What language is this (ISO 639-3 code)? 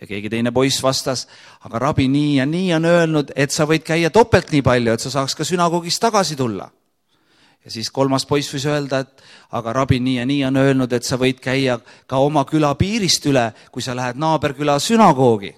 est